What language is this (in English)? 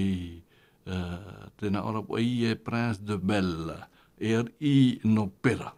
Tahitian